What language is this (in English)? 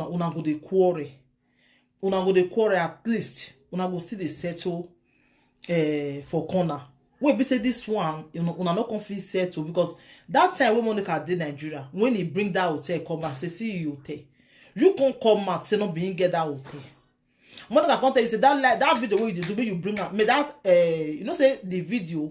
Nigerian Pidgin